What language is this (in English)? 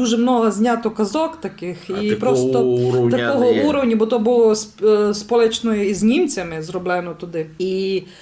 Rusyn